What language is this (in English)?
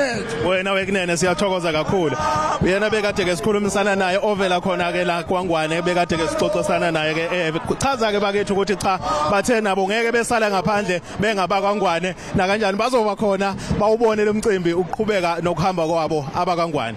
Zulu